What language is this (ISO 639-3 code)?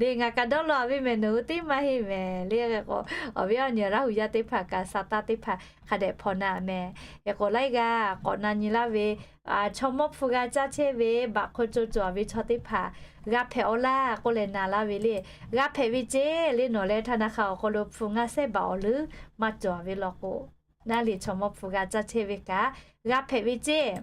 lhu